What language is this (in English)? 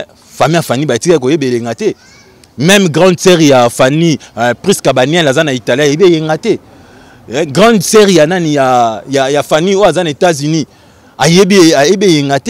Lingala